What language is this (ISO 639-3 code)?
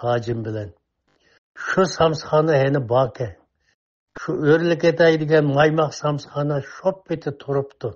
uig